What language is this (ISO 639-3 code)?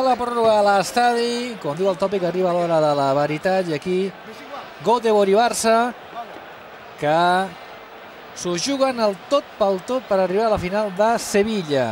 cat